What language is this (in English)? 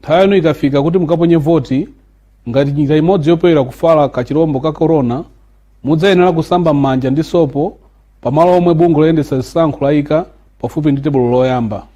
Nyanja